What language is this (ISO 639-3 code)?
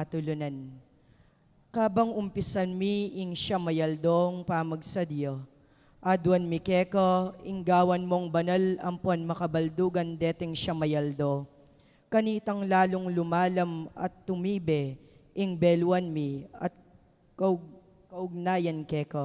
pam